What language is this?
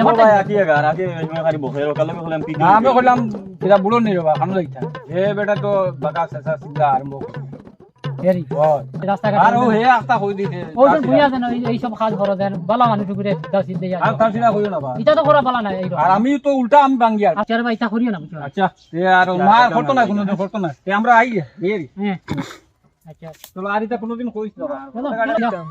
Sylheti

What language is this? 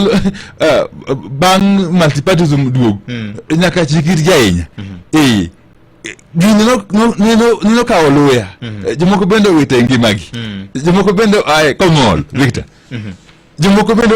Luo (Kenya and Tanzania)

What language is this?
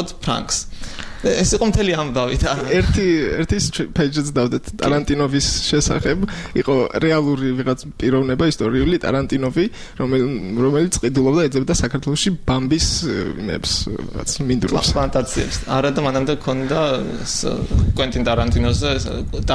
Georgian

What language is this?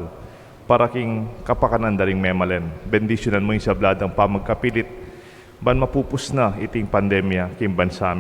Pampanga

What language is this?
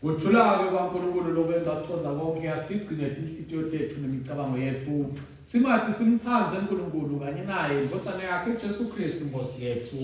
Swati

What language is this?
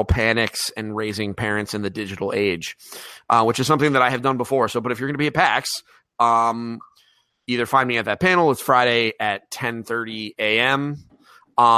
English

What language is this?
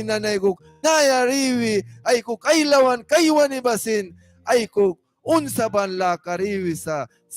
Mískito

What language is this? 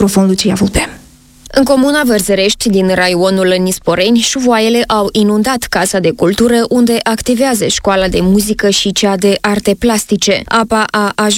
Romanian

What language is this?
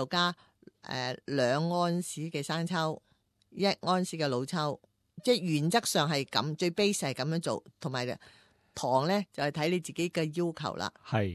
Cantonese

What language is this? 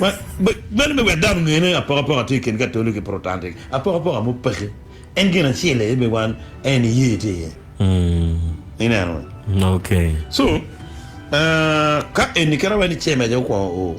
Acoli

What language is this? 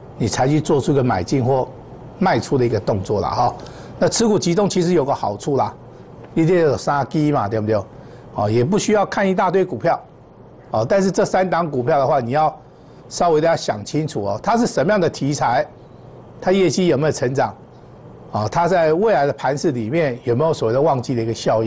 Chinese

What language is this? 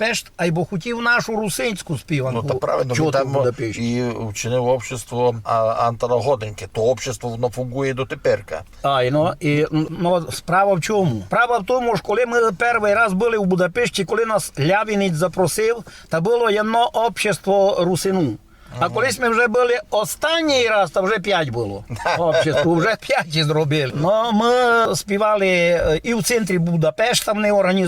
Rusyn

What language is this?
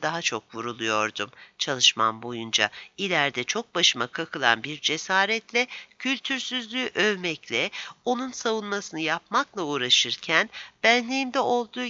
Turkish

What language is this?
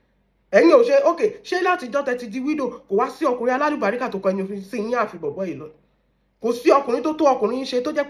Yoruba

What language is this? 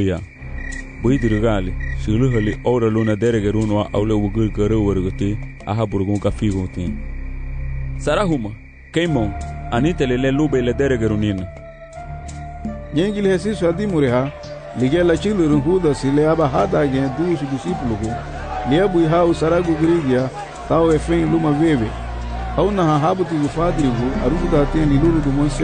Garifuna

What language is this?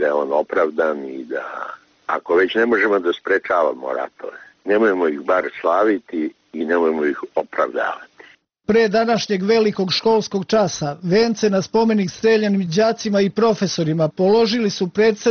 Serbian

